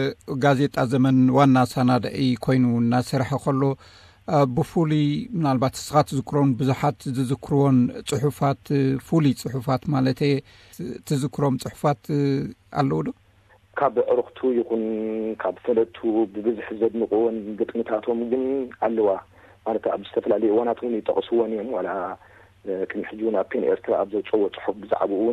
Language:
Tigrinya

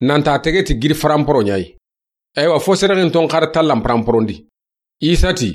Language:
Soninke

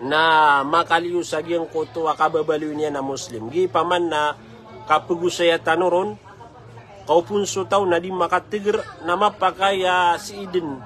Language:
Maranao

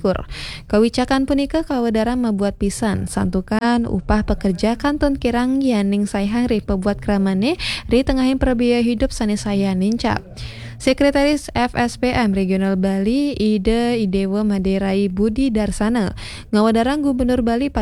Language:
Balinese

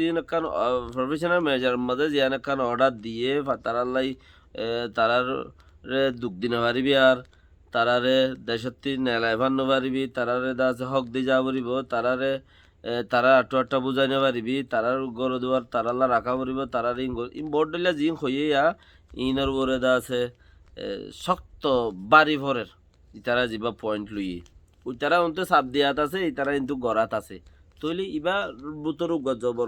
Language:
Rohingya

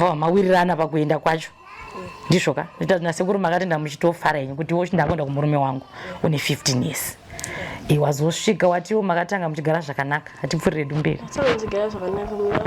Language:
Shona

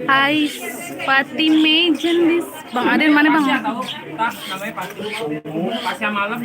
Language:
Betawi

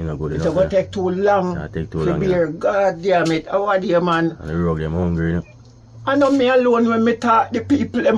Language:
Jamaican Creole English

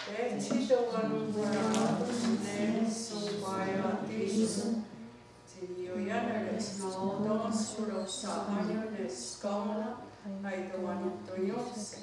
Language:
Mohawk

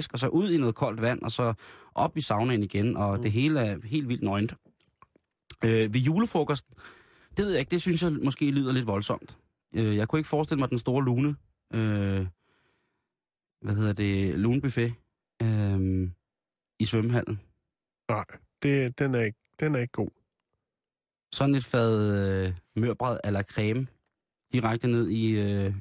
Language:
Danish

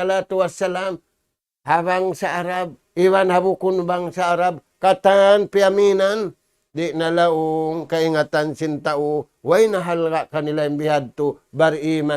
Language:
Tausug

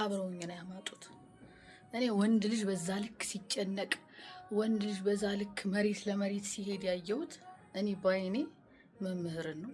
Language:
Amharic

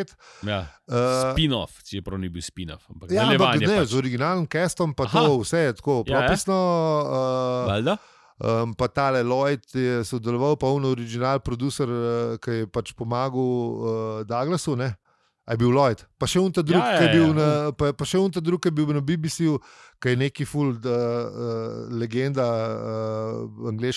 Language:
Slovenian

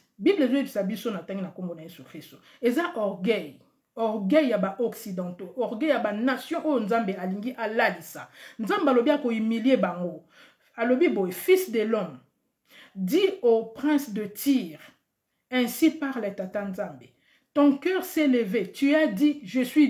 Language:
Lingala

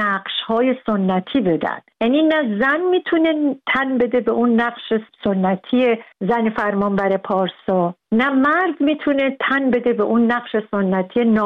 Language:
Persian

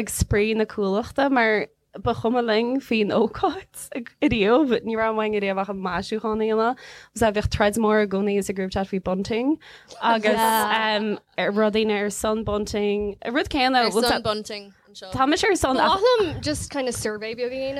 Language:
Irish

